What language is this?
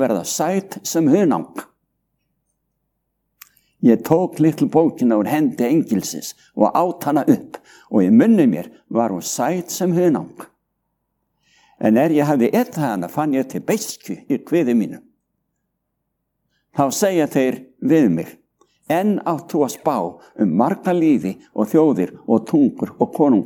Icelandic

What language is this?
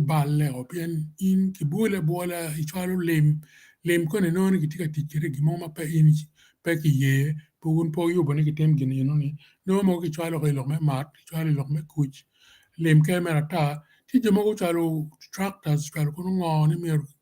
Acoli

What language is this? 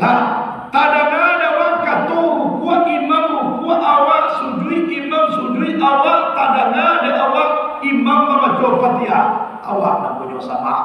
Minangkabau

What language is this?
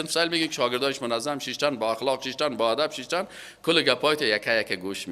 Persian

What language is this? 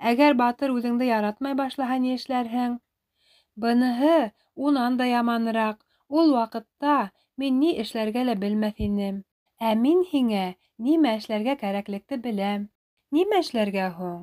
Bashkir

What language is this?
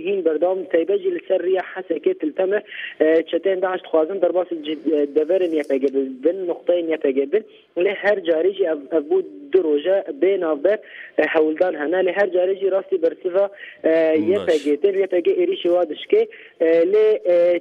Kurdish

